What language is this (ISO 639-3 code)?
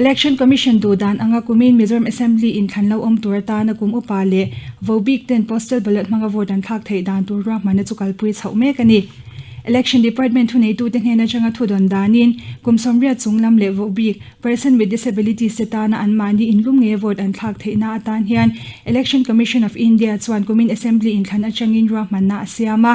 lus